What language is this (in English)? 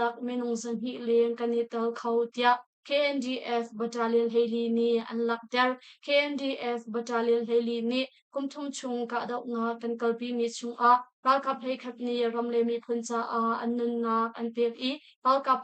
Hakha Chin